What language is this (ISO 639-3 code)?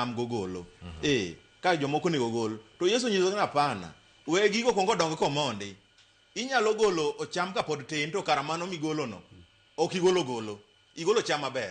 luo